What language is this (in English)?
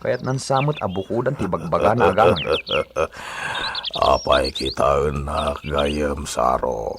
Iloko